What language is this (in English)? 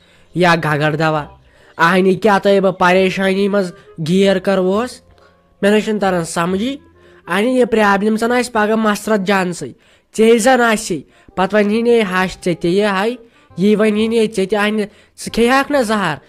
Kashmiri